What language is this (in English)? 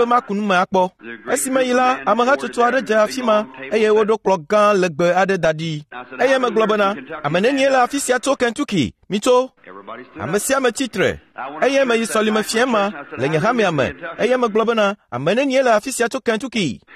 Ewe